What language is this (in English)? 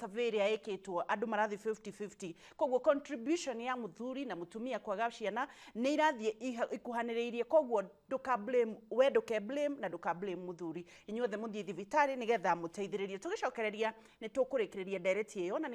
Kikuyu